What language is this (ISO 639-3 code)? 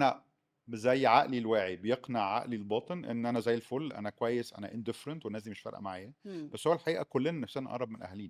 arz